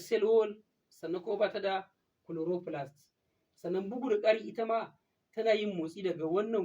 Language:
Hausa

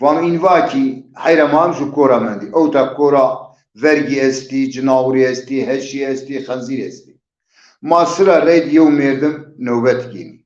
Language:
Zaza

